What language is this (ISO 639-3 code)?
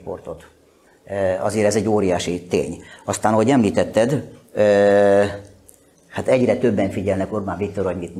hun